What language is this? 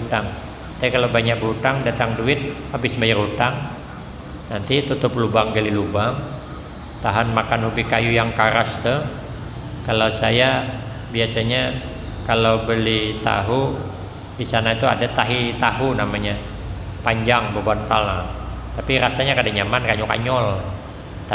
Banjar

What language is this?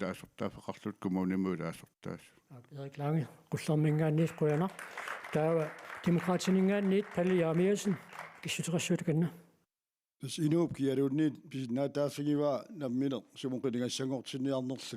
Kalaallisut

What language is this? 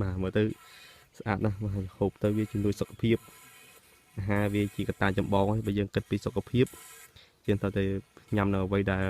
Khmer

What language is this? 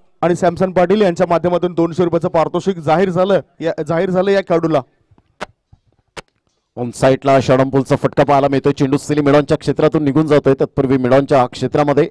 Marathi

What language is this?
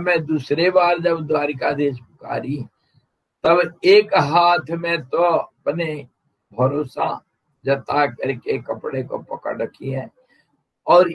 Hindi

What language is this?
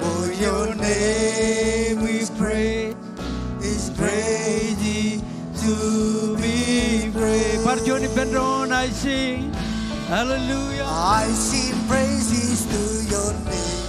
Marshallese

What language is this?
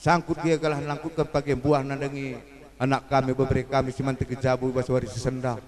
Batak Karo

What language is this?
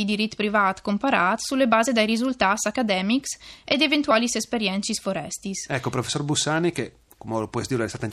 Friulian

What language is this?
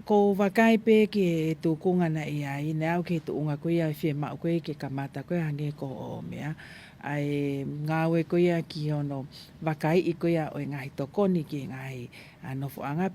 Tongan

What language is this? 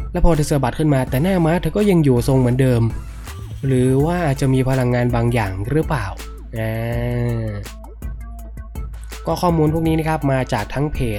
Thai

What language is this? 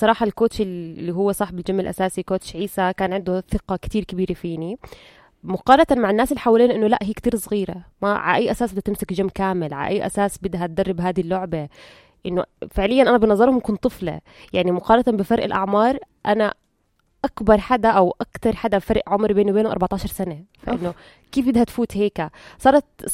North Levantine Arabic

